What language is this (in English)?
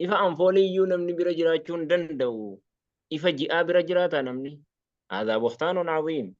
Oromo